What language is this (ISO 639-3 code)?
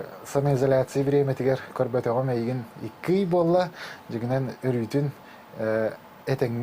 sah